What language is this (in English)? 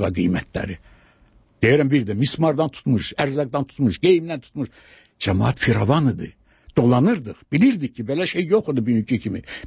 Azerbaijani